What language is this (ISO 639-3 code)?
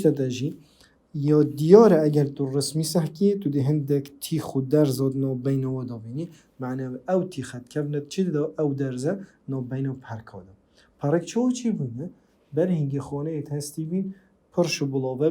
kur